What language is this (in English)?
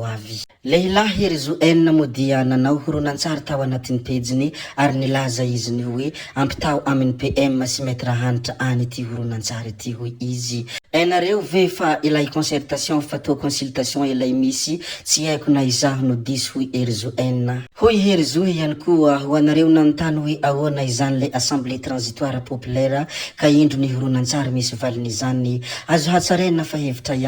Malagasy